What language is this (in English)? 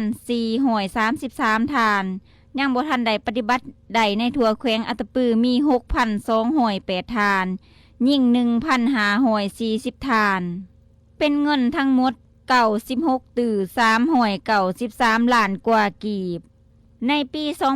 Lao